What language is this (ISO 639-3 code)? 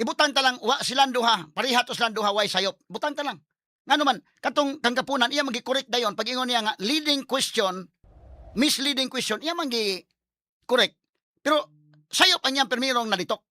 ceb